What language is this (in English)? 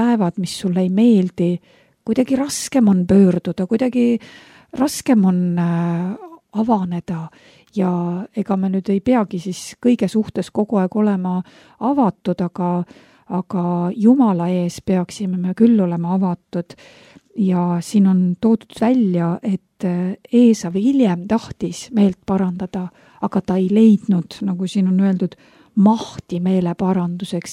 Estonian